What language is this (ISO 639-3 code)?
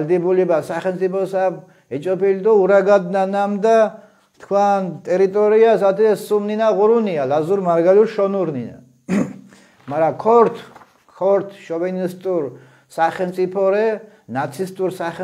xmf